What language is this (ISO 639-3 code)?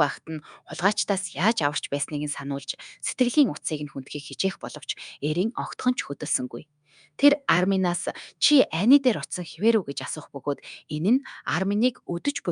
mon